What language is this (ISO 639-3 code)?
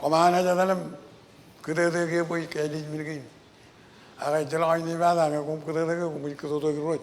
mah